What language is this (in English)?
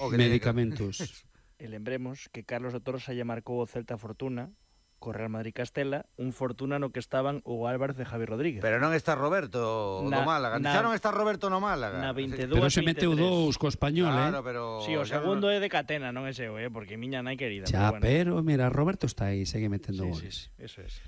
Galician